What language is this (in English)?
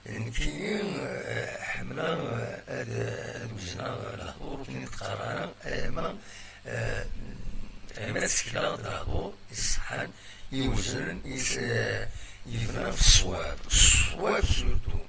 Kabyle